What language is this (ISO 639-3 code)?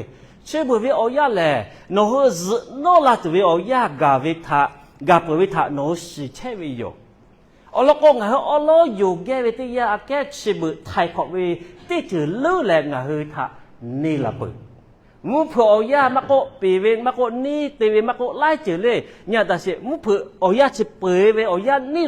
lhu